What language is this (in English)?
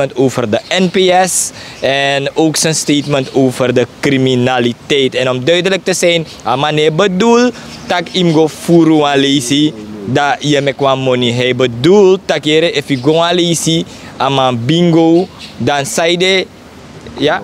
Sranan Tongo